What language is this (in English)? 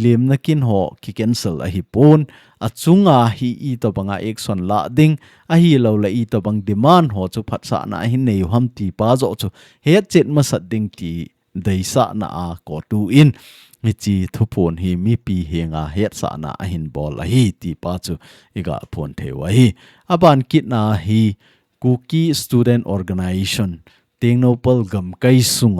Thado Chin